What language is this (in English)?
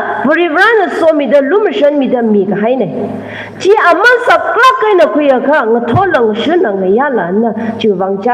Tangkhul Naga (India)